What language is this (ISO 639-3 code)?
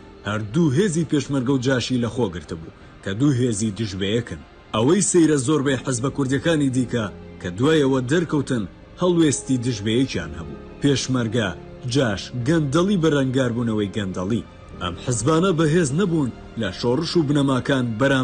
ckb